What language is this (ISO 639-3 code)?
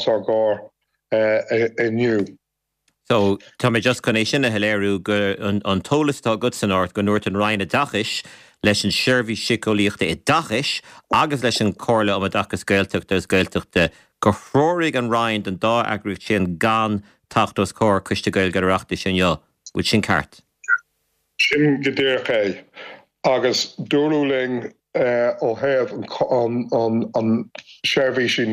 gle